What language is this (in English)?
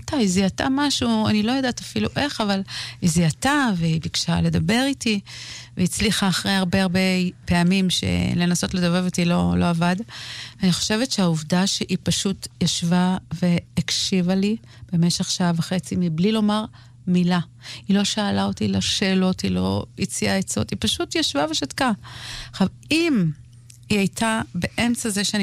Hebrew